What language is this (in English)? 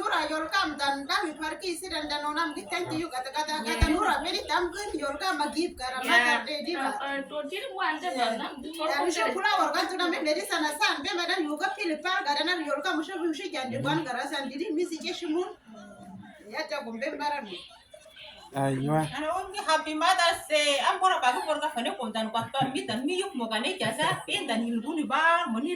Uduk